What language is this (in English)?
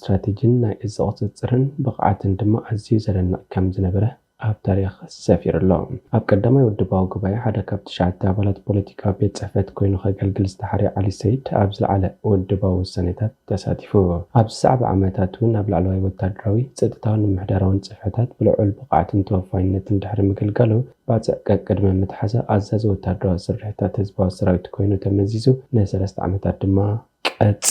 Tigrinya